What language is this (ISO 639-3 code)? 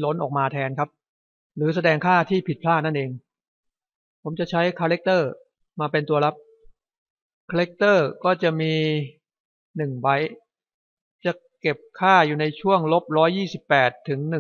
tha